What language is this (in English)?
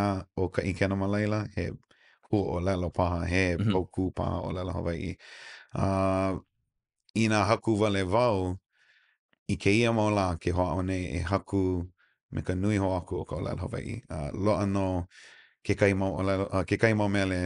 Hawaiian